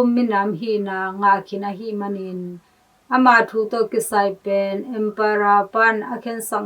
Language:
Tedim Chin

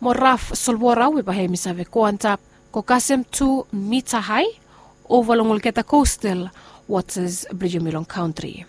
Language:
Bislama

